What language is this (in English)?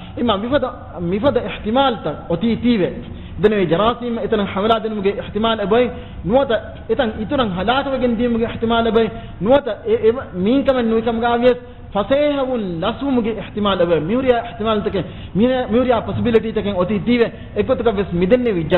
Divehi